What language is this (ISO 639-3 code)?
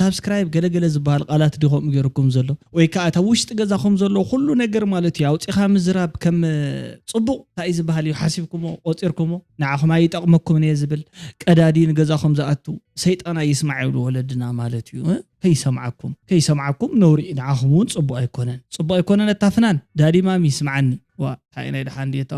tir